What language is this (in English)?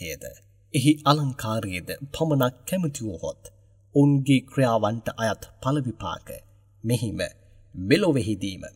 Sinhala